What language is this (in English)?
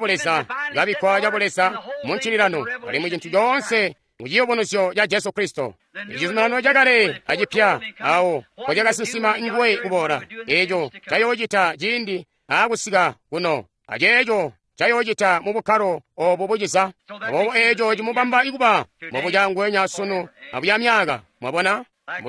Tonga (Zambia)